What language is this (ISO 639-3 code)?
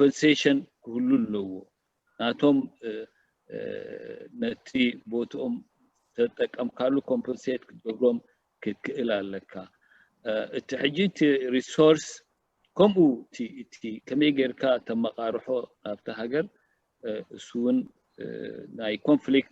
tir